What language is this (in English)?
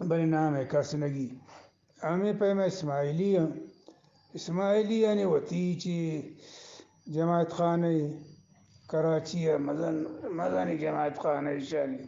Eastern Balochi